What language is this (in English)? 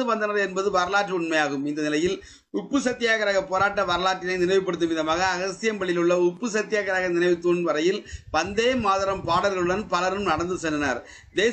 Tamil